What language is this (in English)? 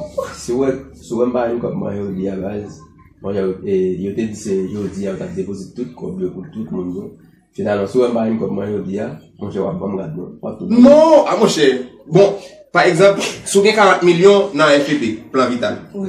Haitian Creole